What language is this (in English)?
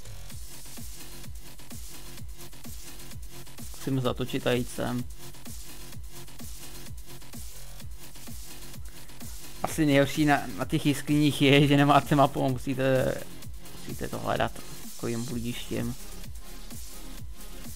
Czech